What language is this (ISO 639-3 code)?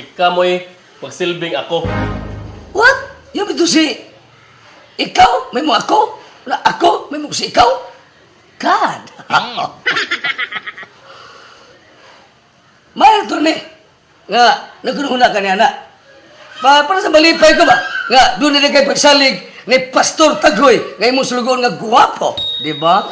ceb